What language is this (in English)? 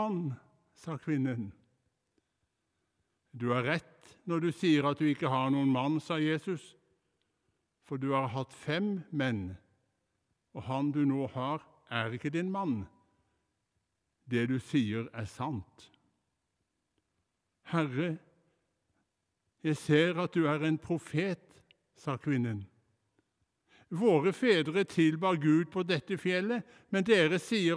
Norwegian